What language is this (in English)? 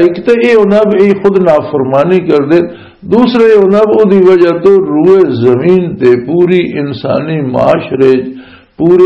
Western Panjabi